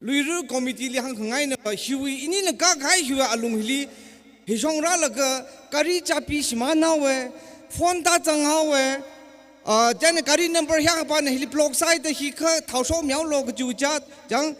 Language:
Tangkhul Naga (India)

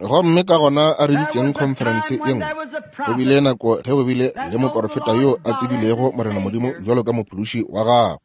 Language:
Northern Sotho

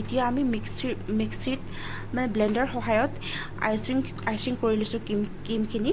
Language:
Assamese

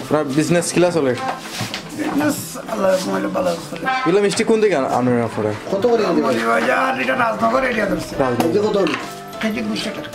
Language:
Sylheti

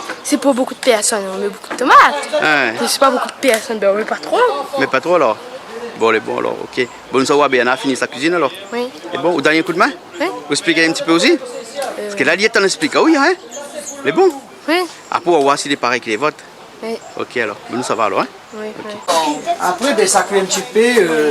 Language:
Réunion Creole French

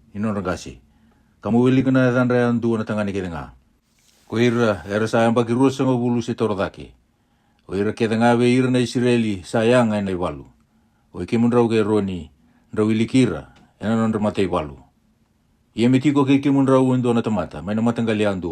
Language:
Fijian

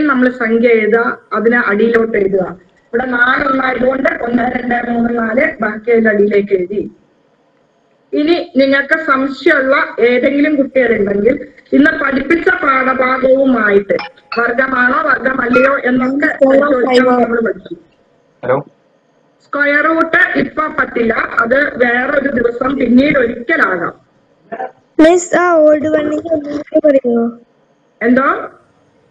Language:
Malayalam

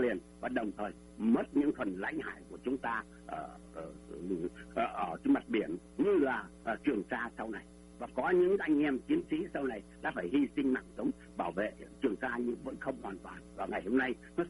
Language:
Vietnamese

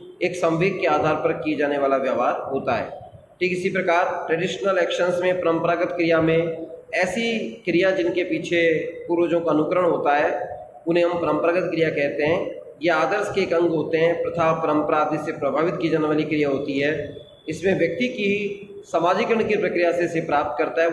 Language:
Hindi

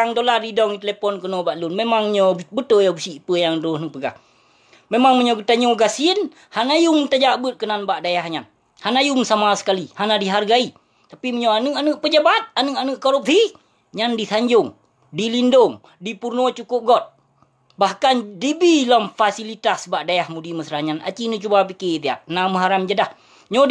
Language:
Achinese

